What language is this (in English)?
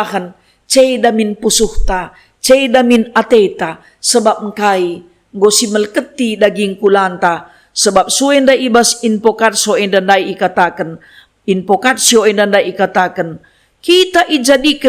Batak Karo